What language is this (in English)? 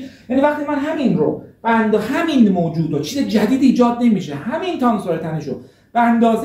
Persian